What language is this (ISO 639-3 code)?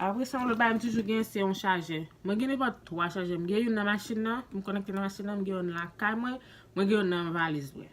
hat